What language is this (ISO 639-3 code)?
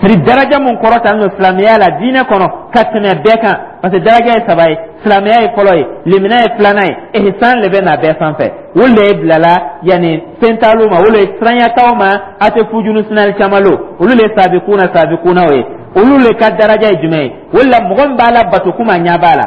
dyu